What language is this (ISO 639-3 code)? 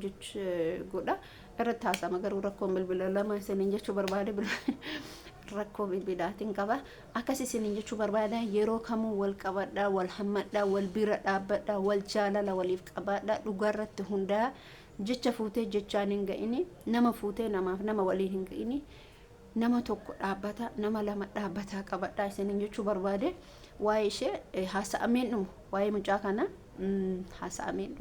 orm